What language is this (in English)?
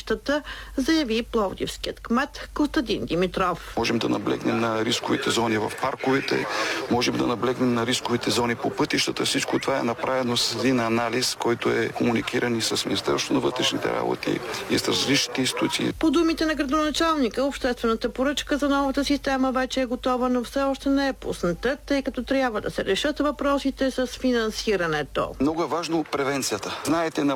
Bulgarian